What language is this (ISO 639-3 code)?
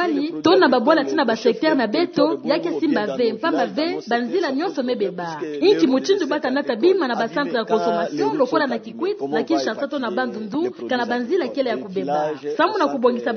ktu